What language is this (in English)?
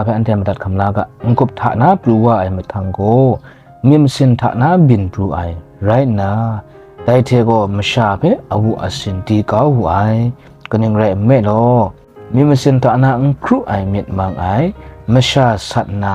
Kachin